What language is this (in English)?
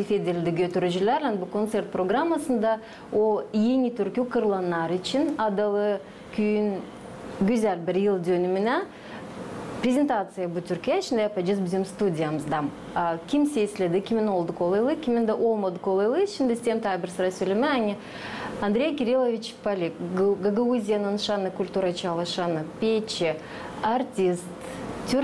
Gagauz